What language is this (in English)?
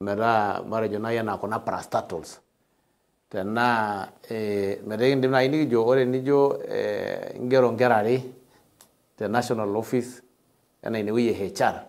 Masai